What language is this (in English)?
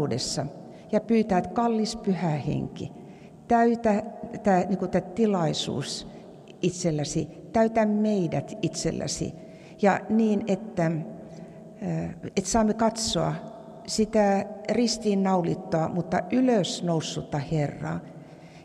Finnish